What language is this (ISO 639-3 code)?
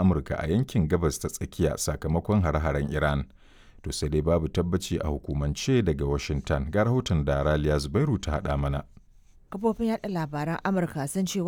hau